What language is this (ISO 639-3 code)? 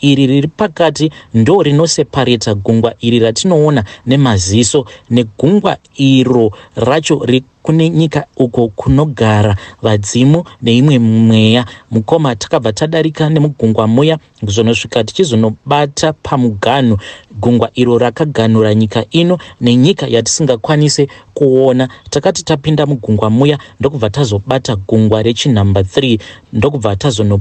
sna